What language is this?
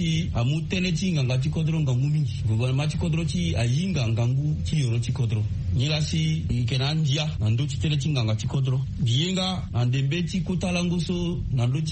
Sango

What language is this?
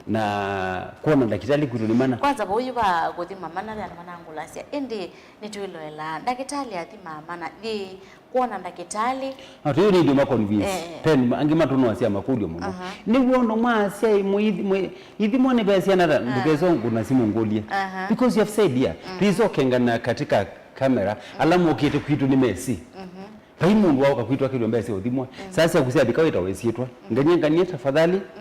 Kamba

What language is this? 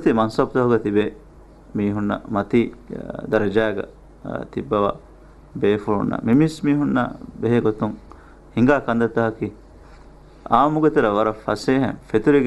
Divehi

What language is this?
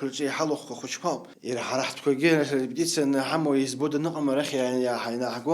Abkhazian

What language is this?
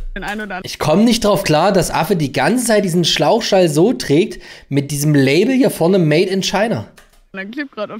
German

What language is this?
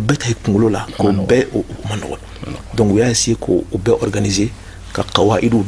Bambara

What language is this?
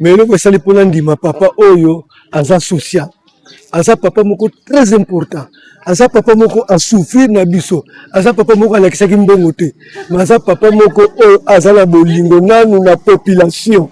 Lingala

